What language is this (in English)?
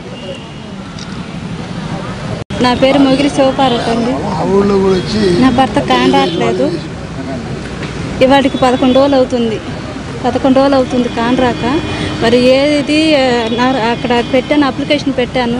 Telugu